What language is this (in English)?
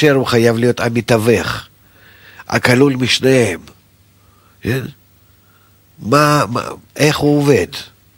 Hebrew